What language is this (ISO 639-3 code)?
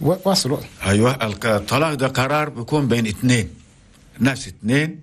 shu